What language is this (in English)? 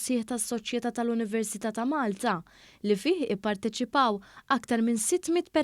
Maltese